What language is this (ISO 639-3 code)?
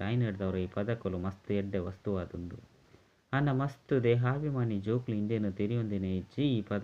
tcy